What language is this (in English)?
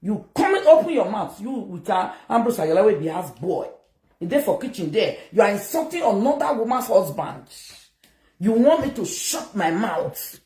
Nigerian Pidgin